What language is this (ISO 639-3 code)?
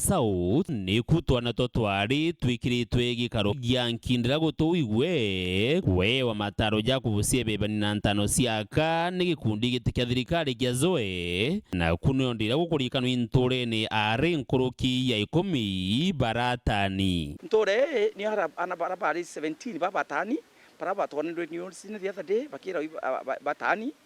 mer